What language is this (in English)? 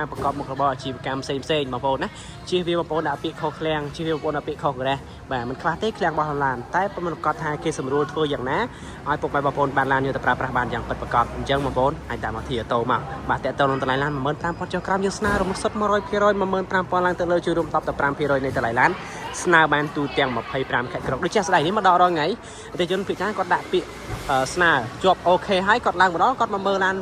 Khmer